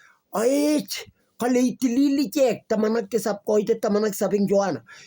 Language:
Kalenjin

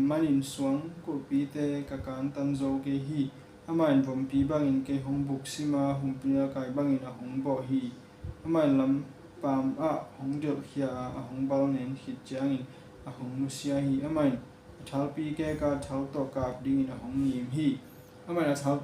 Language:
Tedim Chin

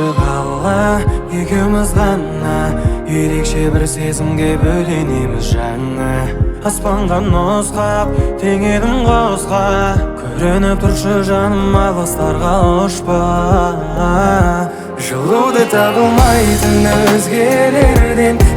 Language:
Kazakh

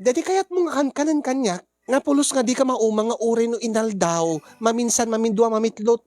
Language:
Iloko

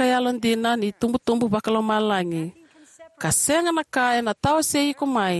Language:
Fijian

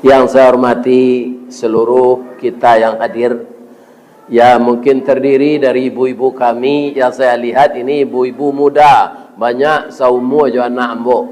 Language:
Minangkabau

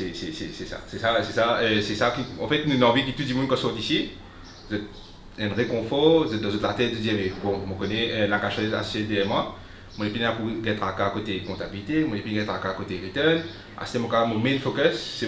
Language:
Morisyen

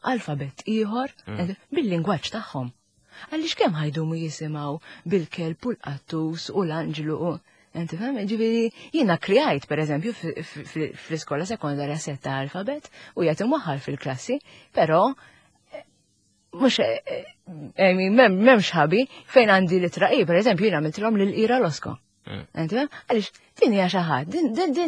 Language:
Maltese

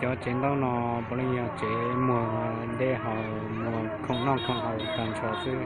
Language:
Hmong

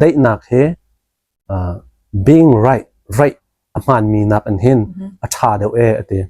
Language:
Hakha Chin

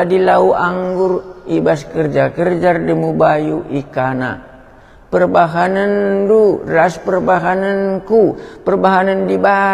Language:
Batak Karo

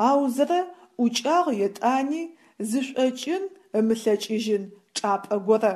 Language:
Adyghe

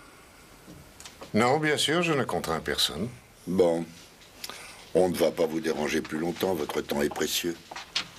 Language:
French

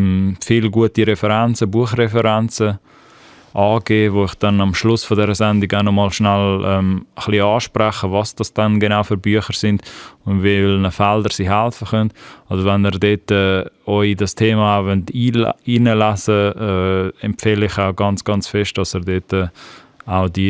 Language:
Swiss German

